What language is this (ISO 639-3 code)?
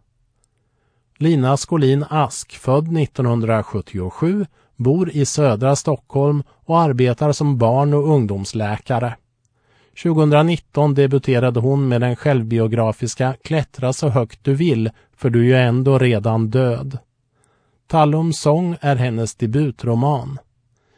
swe